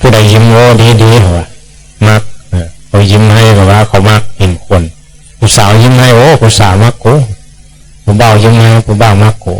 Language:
Northeastern Thai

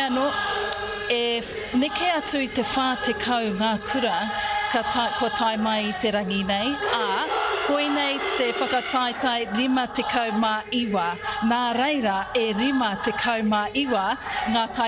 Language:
Māori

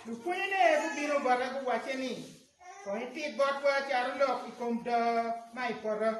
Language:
Acoli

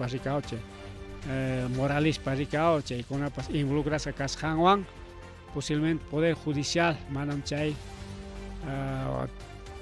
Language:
Ayacucho Quechua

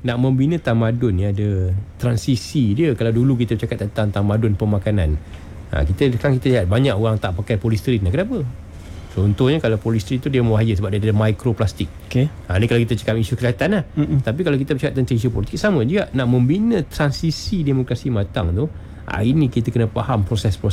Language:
Malay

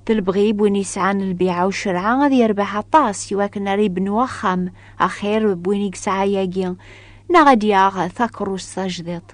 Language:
Kabyle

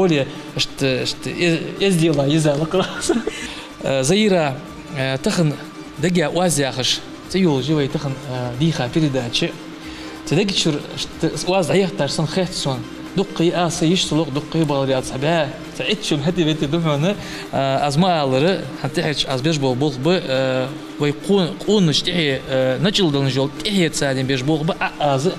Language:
Ingush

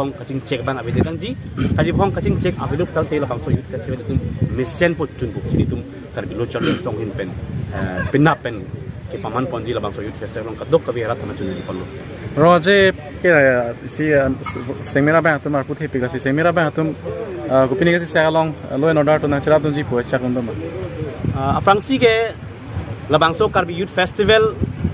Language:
Karbi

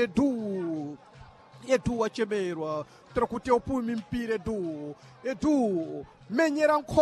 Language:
Sena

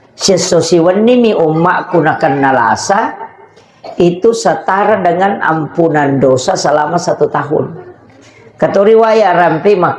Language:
Buginese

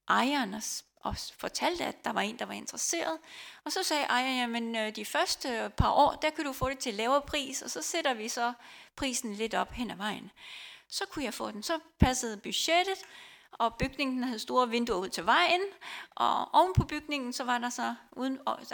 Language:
Danish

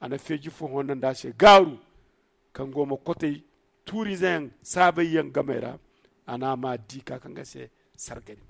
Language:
Zarma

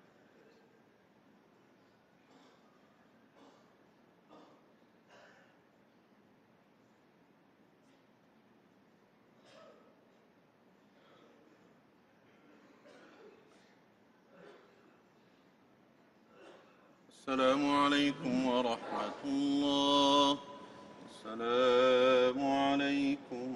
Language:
Arabic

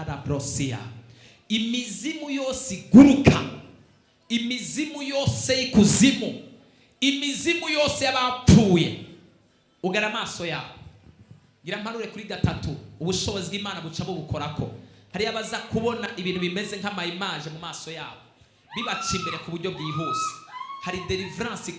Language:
Rundi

